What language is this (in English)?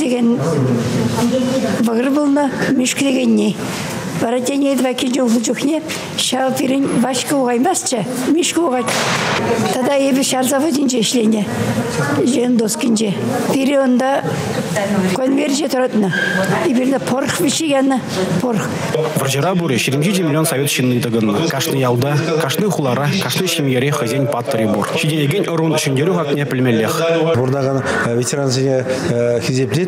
Chuvash